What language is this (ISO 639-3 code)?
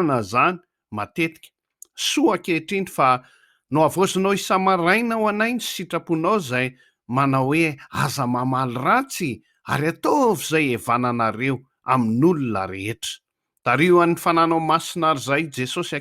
mlg